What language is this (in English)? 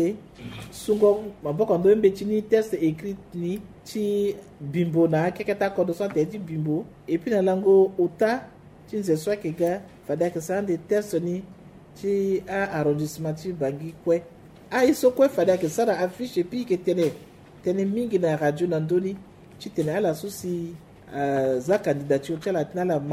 Sango